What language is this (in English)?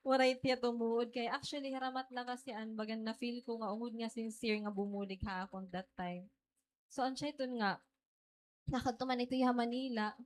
Waray